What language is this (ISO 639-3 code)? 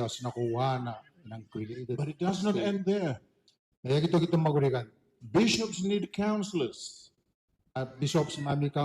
gil